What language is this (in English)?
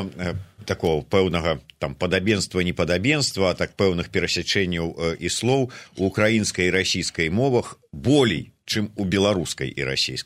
Belarusian